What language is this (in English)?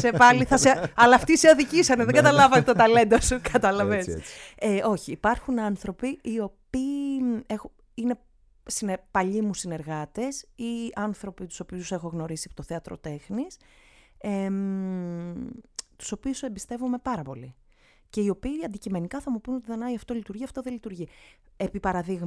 Greek